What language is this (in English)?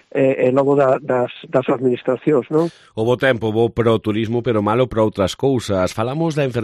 Galician